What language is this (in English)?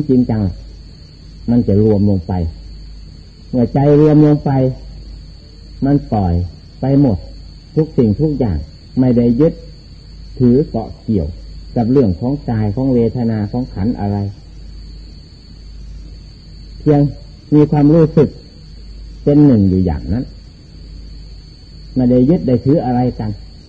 Thai